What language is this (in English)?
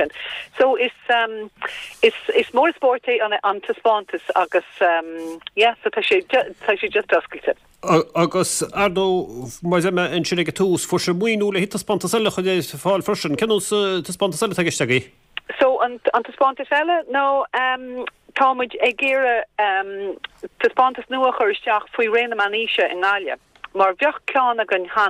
Irish